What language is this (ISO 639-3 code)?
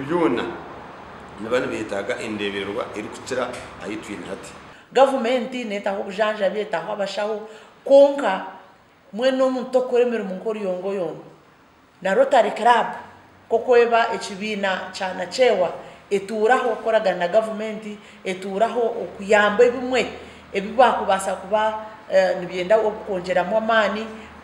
nyn